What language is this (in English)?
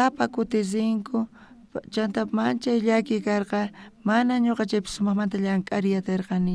South Bolivian Quechua